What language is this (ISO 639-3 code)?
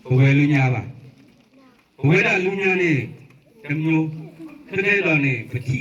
ksw